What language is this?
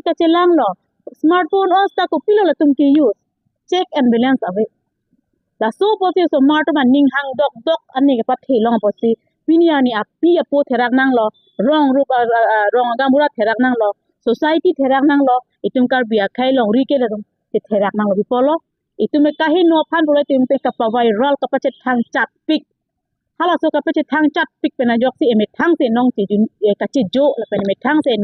Karbi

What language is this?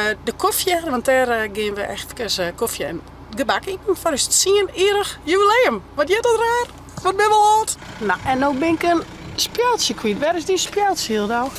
Western Frisian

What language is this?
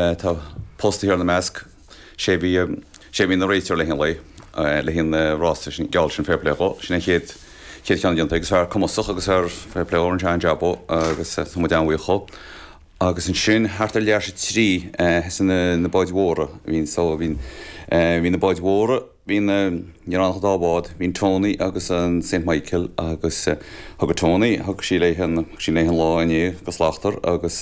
Irish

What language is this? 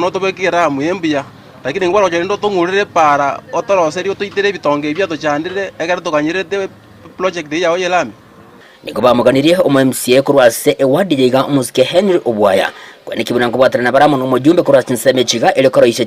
Gusii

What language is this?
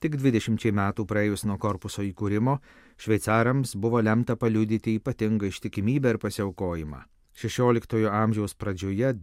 Lithuanian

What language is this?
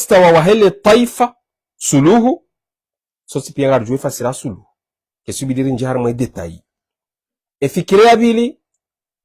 Ngazidja Comorian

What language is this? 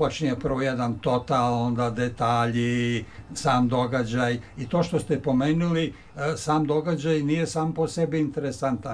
Serbian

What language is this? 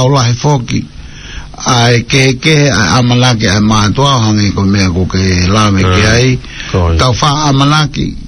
Tongan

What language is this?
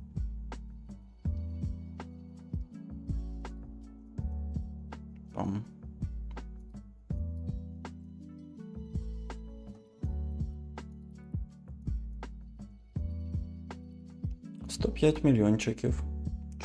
Ukrainian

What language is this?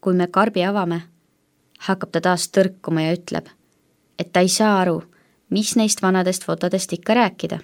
Estonian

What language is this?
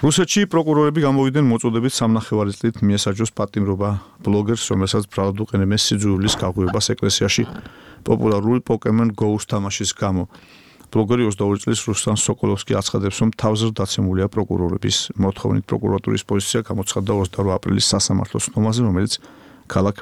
Georgian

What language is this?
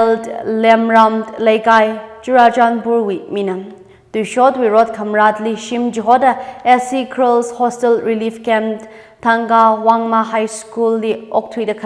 Tangkhul Naga (India)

